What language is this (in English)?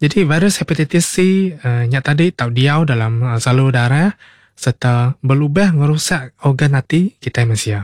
Iban